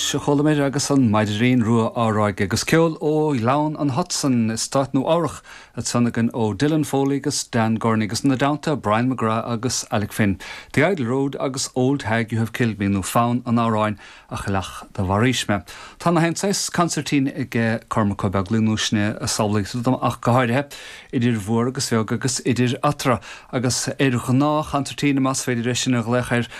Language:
Irish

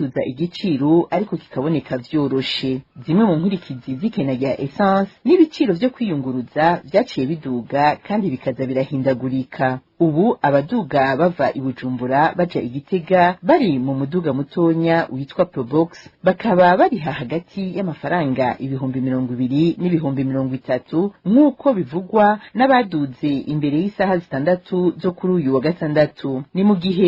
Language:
Rundi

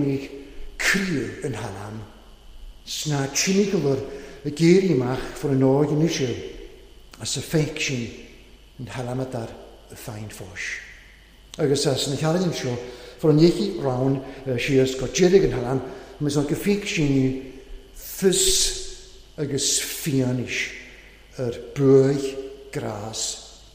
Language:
Welsh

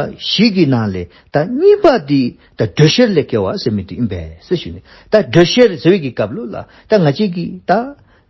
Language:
Dzongkha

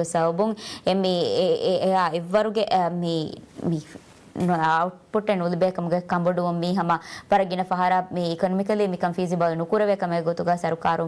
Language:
Divehi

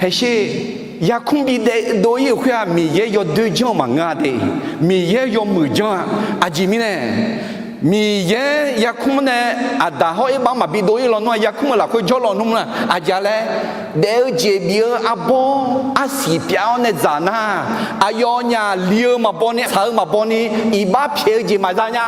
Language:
Akha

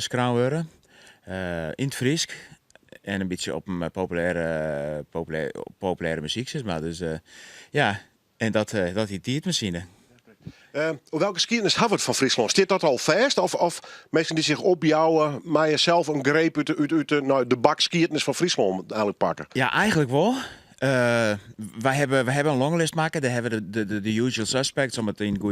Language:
Western Frisian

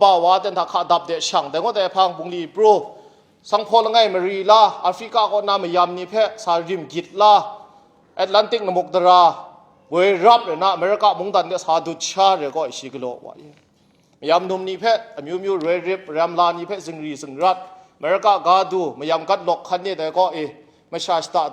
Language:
Kachin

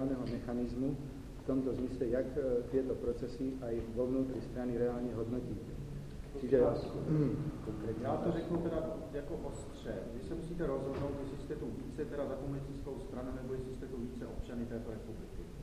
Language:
Czech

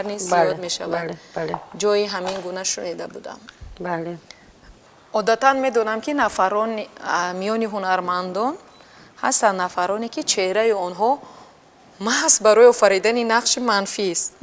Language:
Tajik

